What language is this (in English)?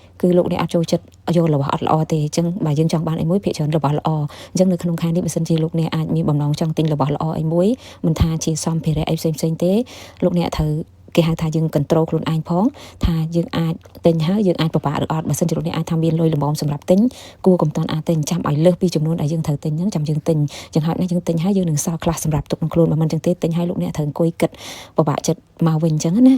Khmer